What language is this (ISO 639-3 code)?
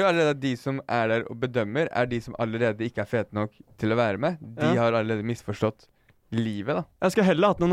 nor